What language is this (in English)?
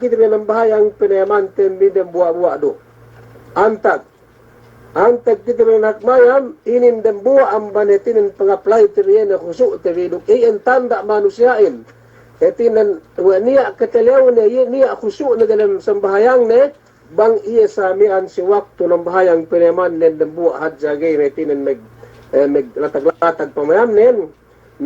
Yakan